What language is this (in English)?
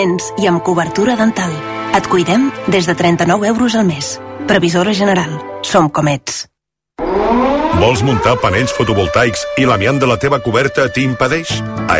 Catalan